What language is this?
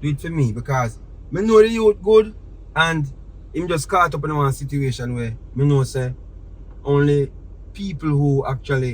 Jamaican Creole English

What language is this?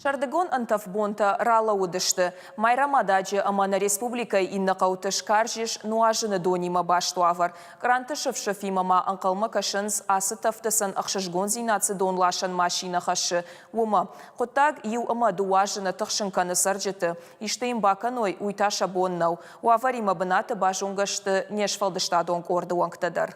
Ossetic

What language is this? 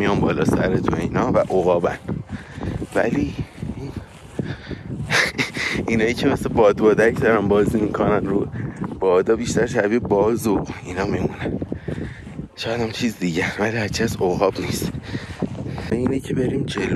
Persian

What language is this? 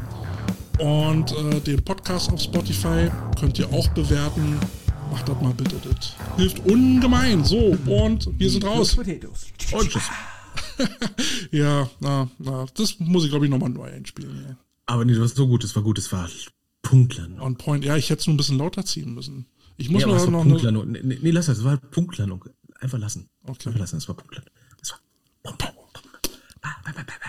German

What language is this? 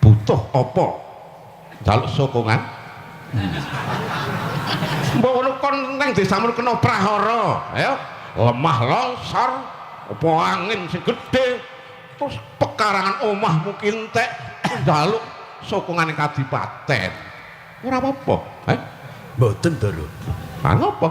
Javanese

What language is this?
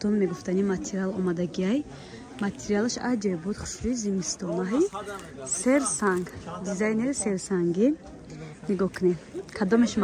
Tajik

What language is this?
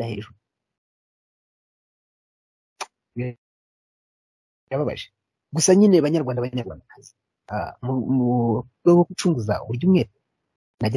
Kinyarwanda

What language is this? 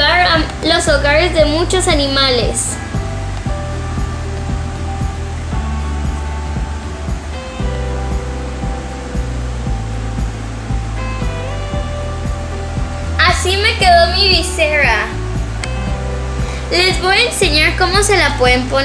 Spanish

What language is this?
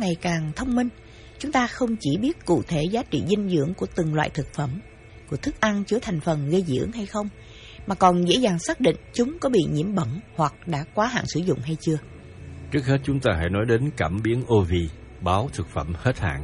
Vietnamese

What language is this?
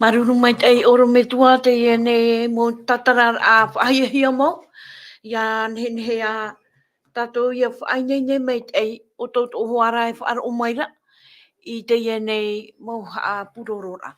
Tahitian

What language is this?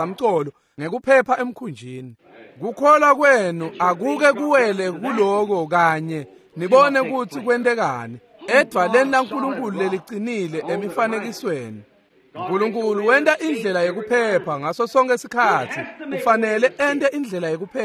Swati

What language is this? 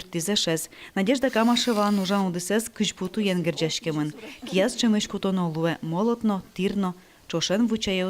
Udmurt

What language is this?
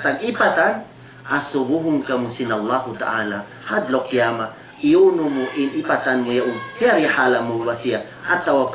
Tausug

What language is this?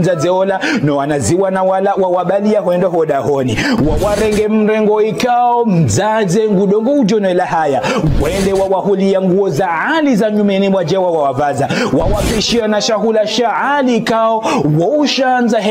Ngazidja Comorian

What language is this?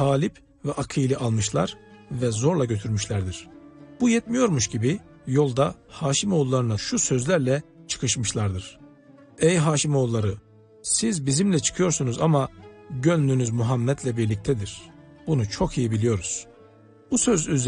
Turkish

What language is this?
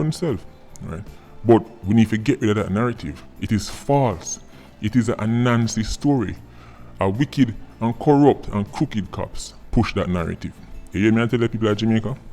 Jamaican Creole English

